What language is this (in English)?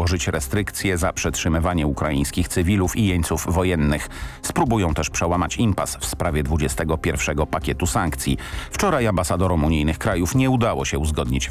Polish